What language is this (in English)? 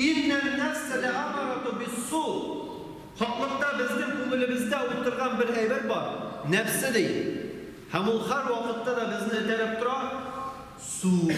Tatar